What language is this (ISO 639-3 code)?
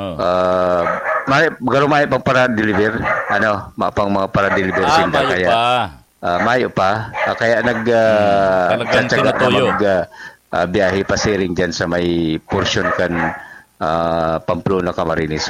bik